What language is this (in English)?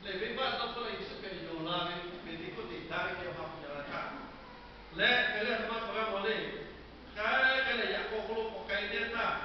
Lahu